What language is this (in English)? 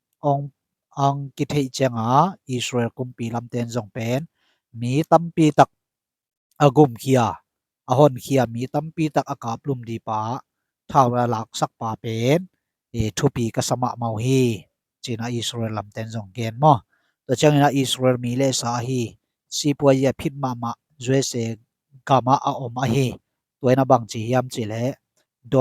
Tedim Chin